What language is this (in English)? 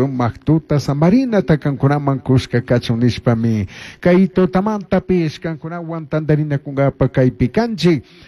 Chimborazo Highland Quichua